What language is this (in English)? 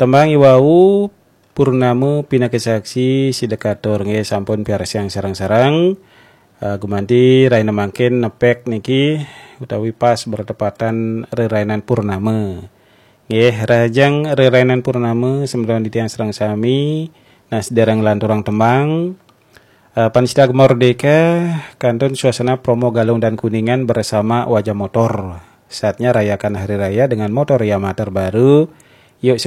Balinese